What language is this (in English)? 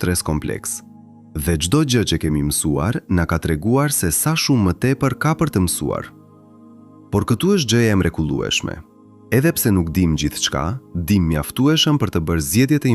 Albanian